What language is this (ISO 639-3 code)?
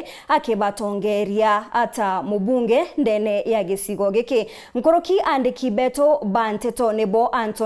mer